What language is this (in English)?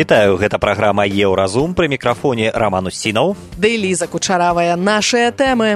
Belarusian